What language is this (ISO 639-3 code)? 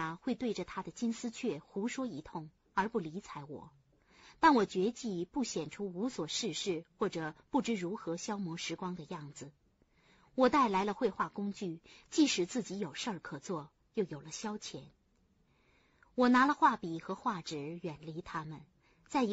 zho